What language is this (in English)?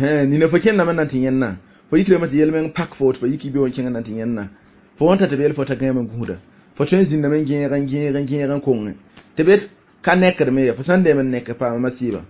Mossi